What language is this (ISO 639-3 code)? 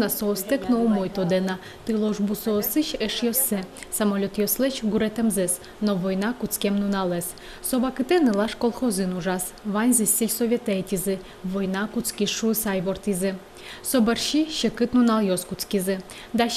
udm